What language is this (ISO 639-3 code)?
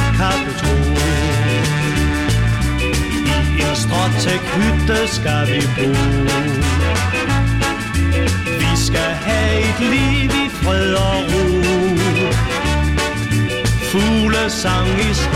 dan